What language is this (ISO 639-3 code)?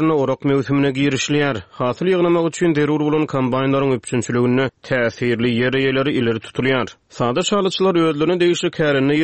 tuk